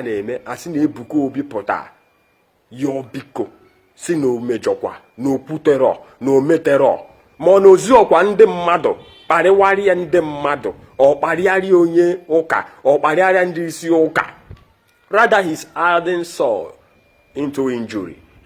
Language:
Igbo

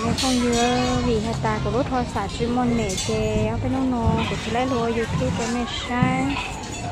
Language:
Hmong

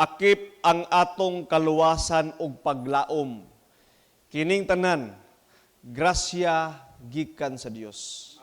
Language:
Cebuano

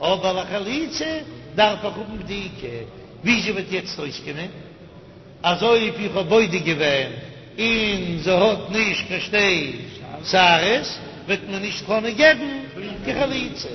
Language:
Yiddish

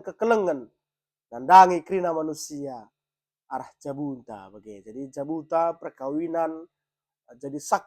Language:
Batak Karo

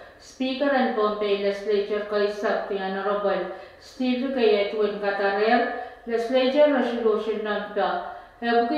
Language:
Pohnpeian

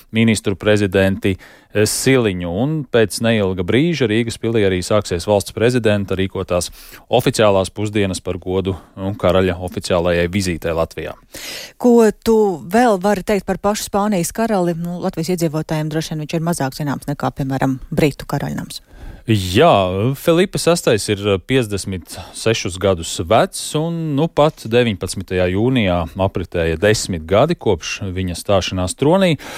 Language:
Latvian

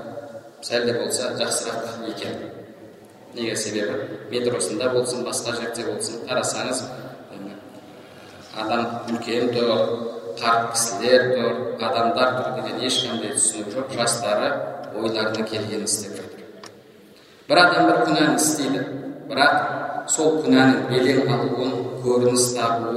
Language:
Kazakh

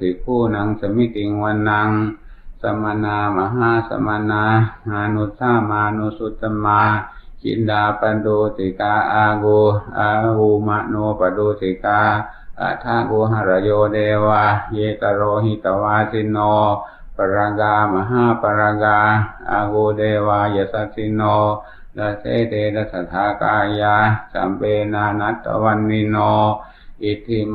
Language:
Pali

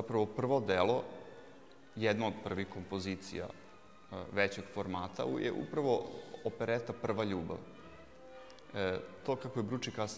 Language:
Serbian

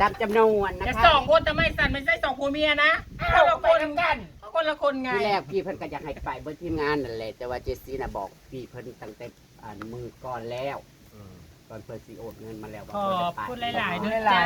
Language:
Northeastern Thai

